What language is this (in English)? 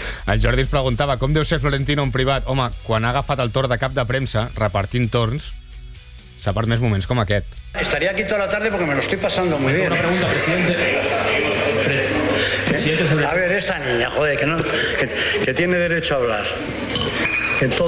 Catalan